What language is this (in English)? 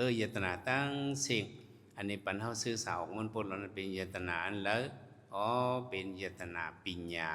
Shan